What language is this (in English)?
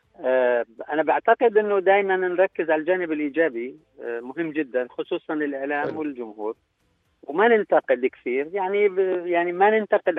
North Levantine Arabic